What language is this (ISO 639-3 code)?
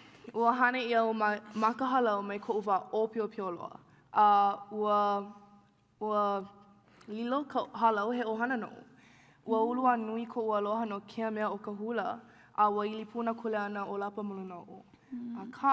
haw